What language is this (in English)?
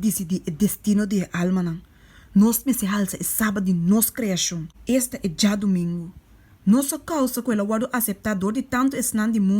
Papiamento